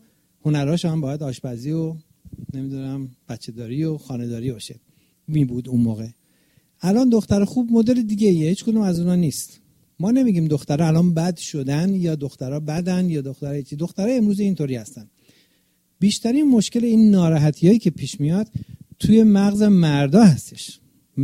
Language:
Persian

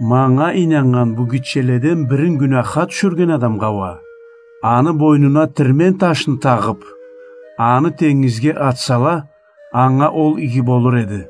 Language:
Karachay-Balkar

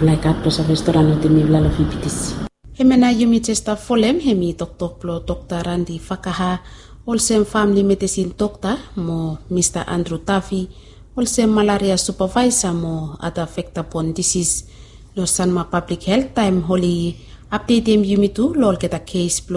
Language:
Bislama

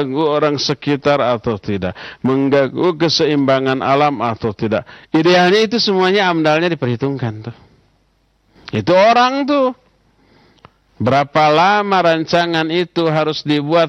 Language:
Indonesian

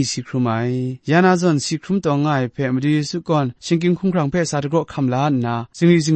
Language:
Kachin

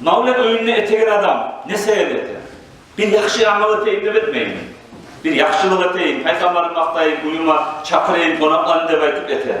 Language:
Kumyk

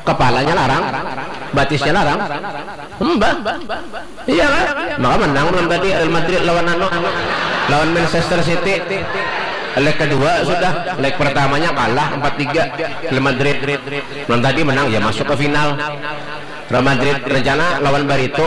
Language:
Banjar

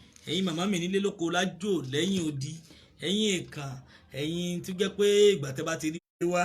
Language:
Yoruba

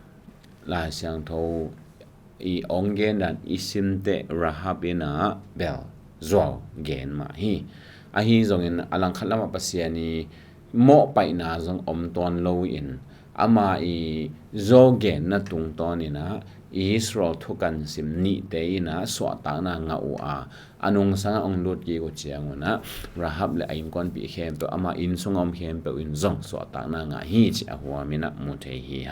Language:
Tedim Chin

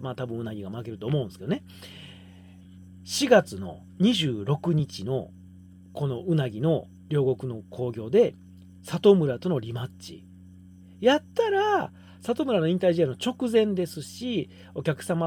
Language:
Japanese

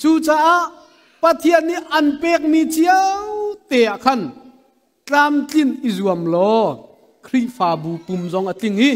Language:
Hakha Chin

